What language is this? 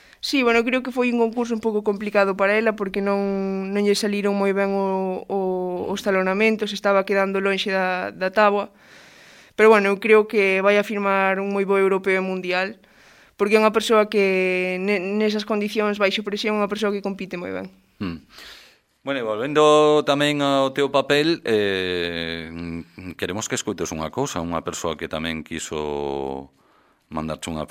Galician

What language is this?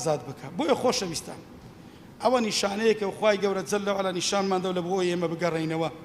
Central Kurdish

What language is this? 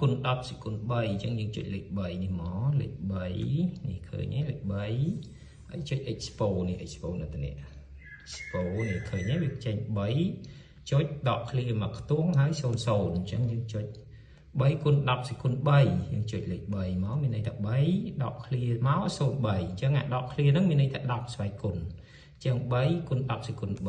Khmer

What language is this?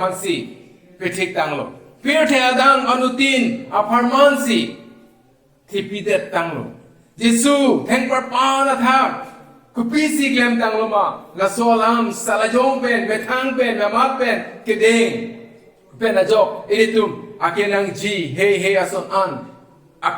Karbi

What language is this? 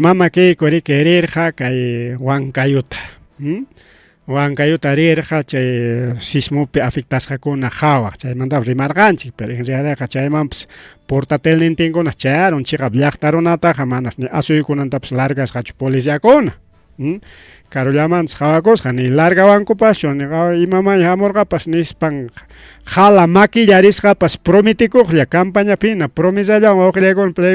Ayacucho Quechua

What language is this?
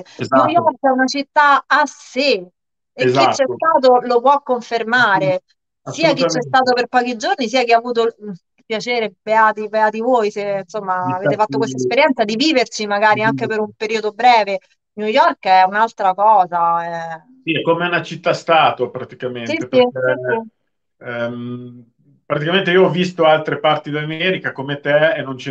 Italian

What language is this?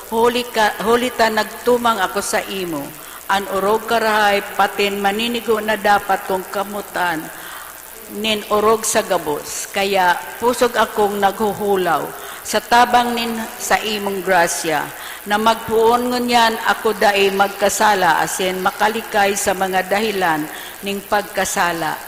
Bikol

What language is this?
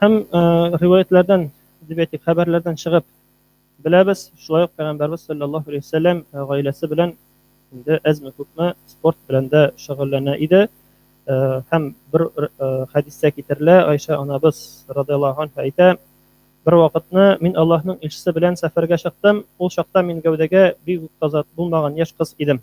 Tatar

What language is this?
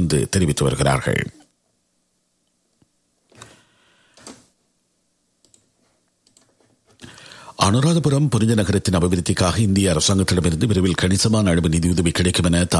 Tamil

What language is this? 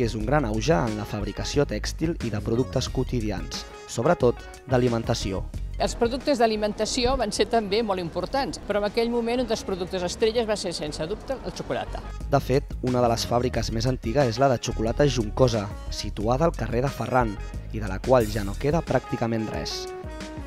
Catalan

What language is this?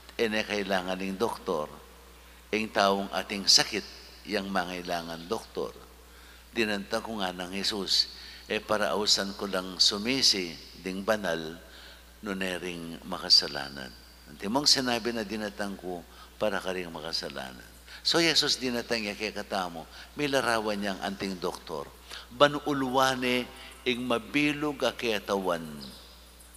Pampanga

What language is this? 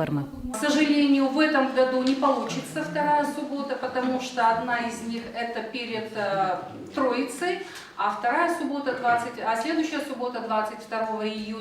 Udmurt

